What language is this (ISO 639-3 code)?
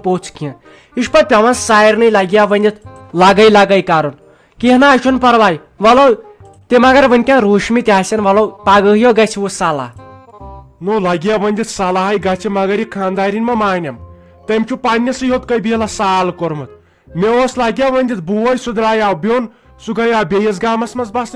kas